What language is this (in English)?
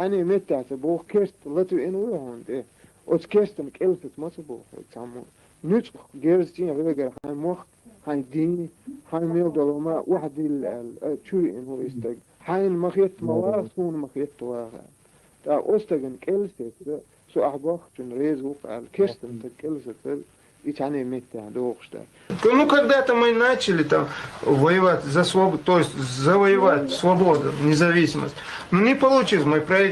Chechen